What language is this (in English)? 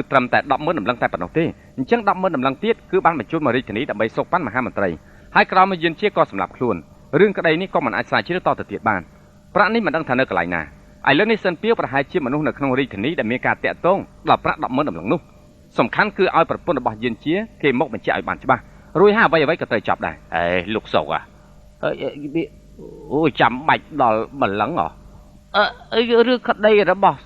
Khmer